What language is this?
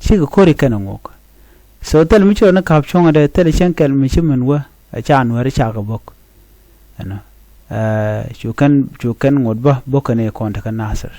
Nuer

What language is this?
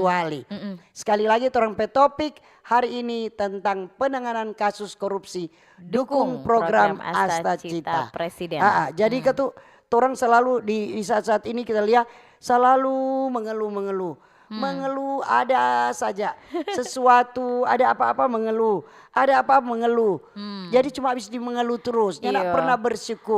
Manado Malay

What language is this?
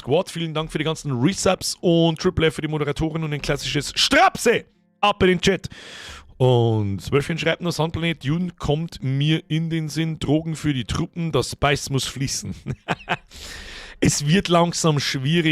Bavarian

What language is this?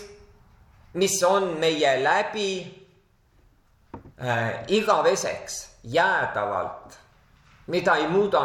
Estonian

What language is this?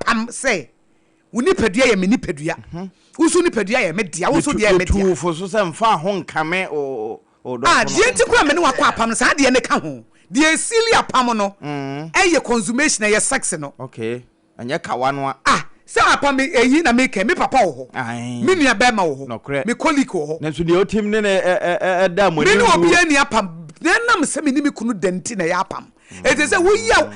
Akan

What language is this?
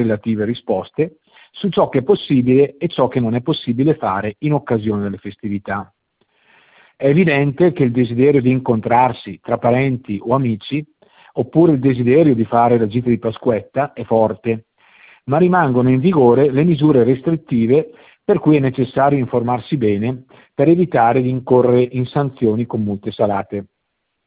Italian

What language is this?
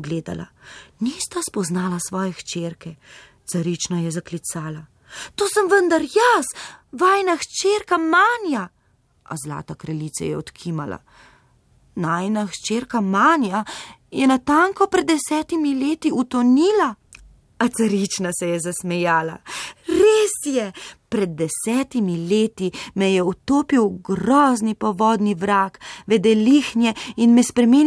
Slovenian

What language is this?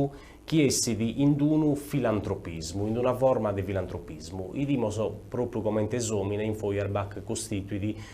Sardinian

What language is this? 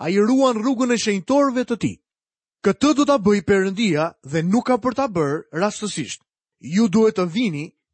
Albanian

